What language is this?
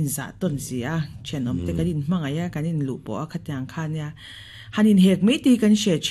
Mizo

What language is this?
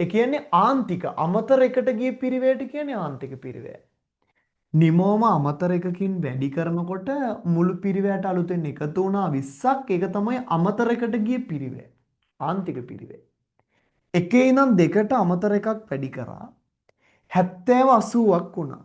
Sinhala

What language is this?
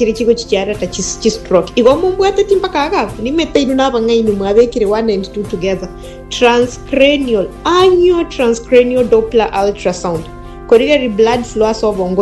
Gusii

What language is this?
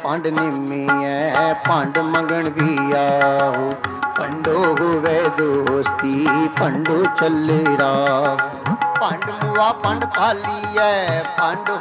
Punjabi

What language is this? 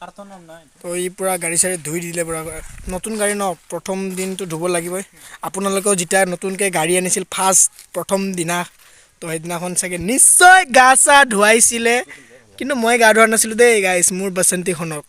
Assamese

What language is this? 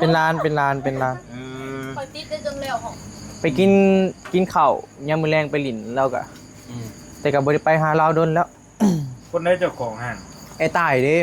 Northeastern Thai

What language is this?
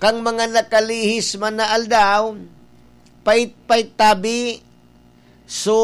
Bikol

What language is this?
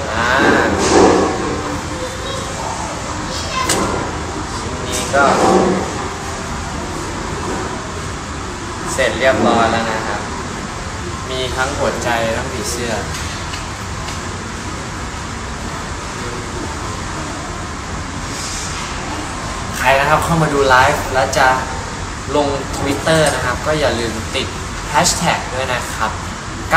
Thai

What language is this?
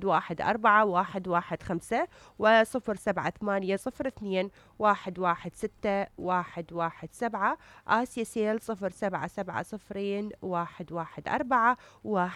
Mesopotamian Arabic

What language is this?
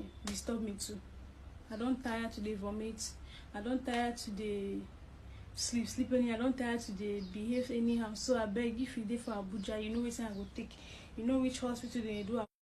Nigerian Pidgin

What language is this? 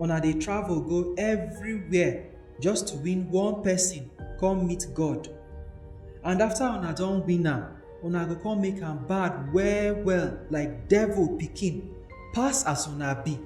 Nigerian Pidgin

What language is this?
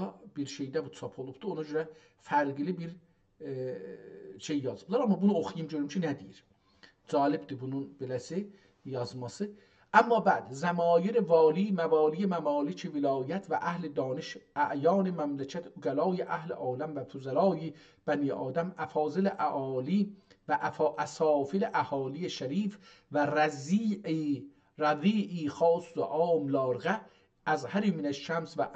South Azerbaijani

